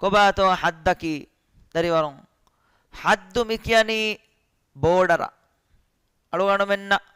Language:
Divehi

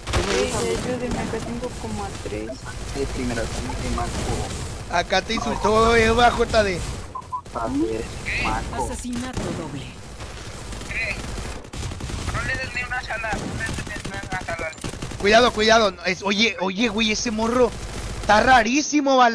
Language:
Spanish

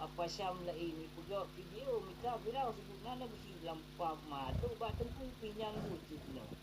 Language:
Achinese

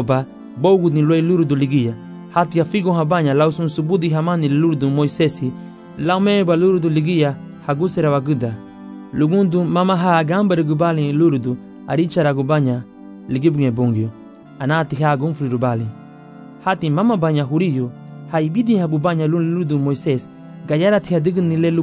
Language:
Garifuna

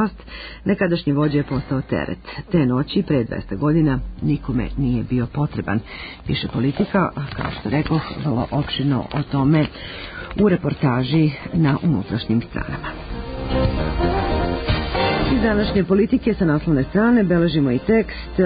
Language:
Serbian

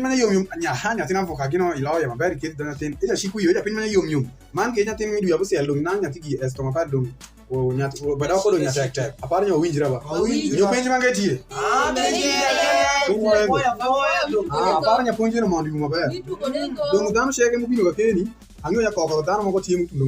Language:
Alur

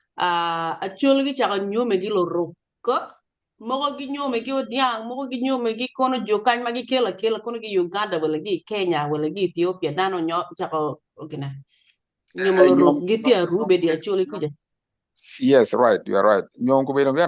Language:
Acoli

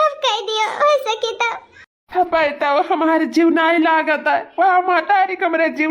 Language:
Awadhi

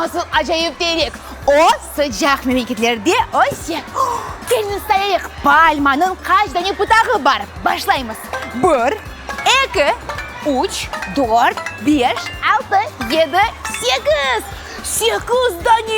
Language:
Crimean Tatar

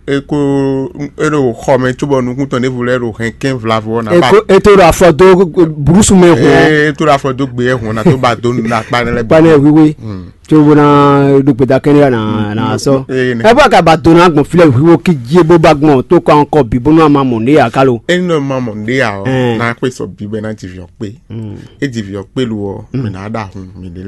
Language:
Fon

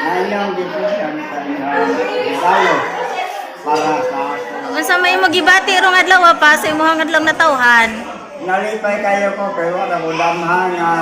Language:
Cebuano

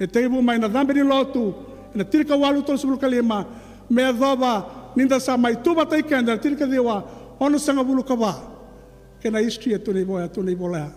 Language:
Fijian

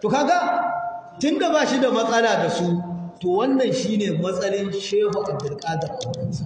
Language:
Hausa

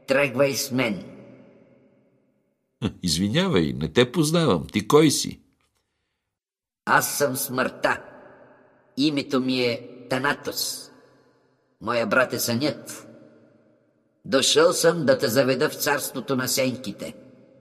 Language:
Bulgarian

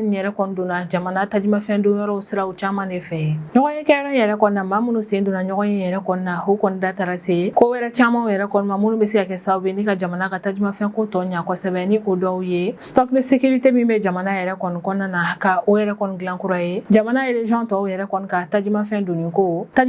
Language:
Bambara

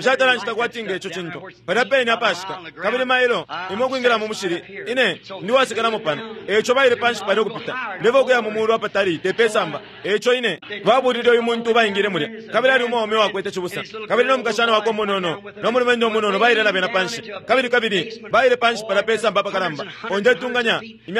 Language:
Bemba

